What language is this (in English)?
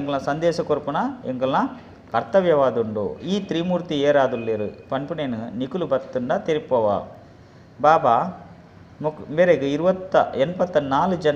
Tulu